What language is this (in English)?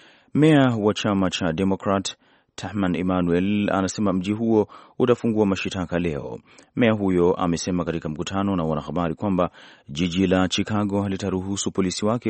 Swahili